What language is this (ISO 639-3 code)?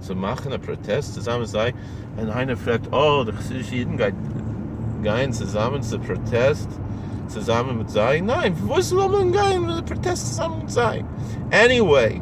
yid